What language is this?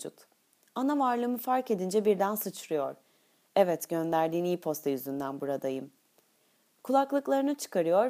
Turkish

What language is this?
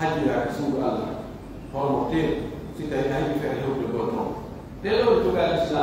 Pular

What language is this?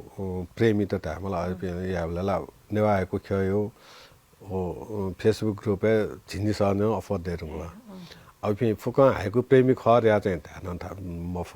Newari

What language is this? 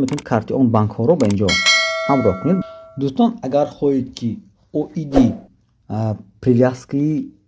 Tajik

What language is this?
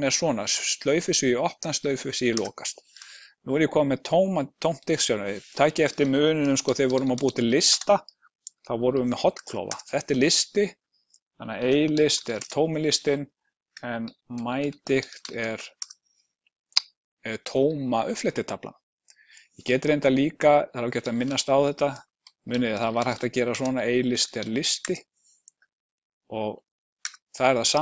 Icelandic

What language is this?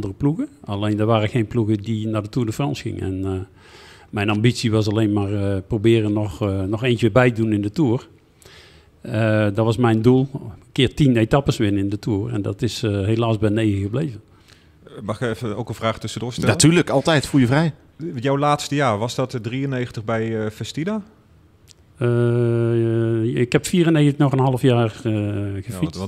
Dutch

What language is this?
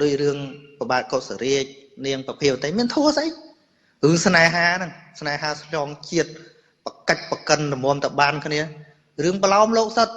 Khmer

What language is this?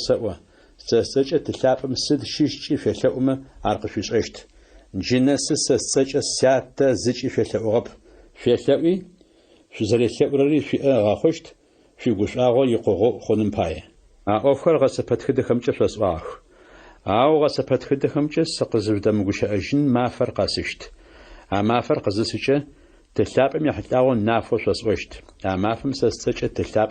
Adyghe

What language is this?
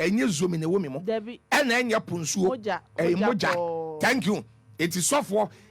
Akan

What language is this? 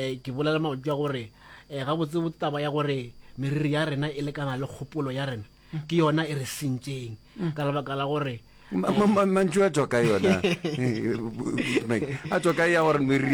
Northern Sotho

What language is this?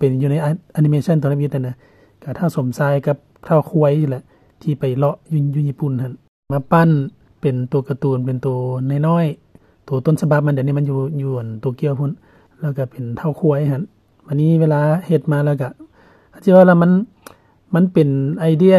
Lao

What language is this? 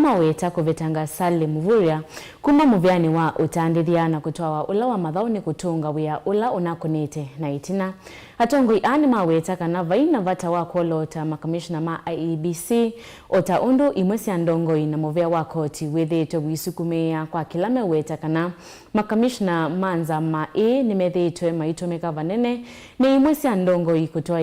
Kamba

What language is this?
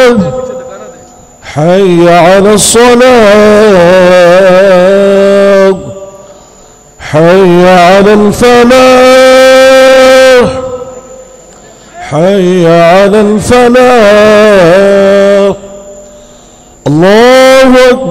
Urdu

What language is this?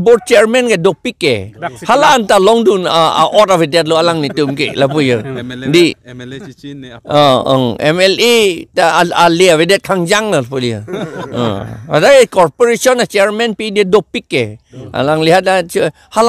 Karbi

